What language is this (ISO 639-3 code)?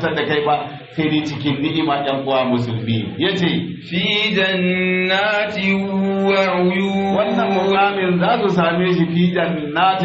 hau